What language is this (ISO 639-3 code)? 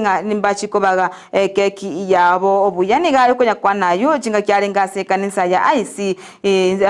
guz